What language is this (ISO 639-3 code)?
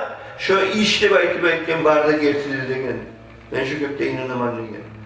kum